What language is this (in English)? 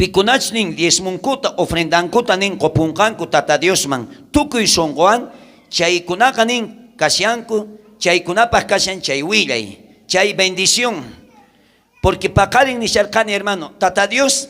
South Bolivian Quechua